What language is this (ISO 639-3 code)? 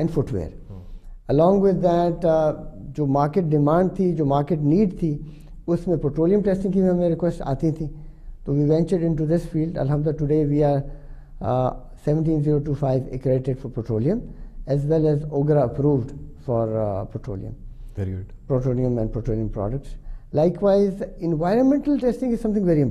urd